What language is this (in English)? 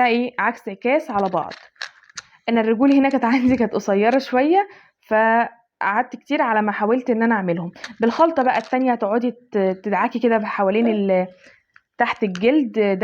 Egyptian Arabic